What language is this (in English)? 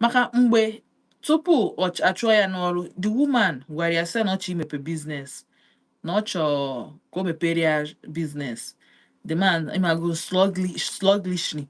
Igbo